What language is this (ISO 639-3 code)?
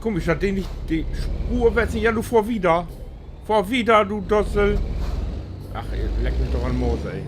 nds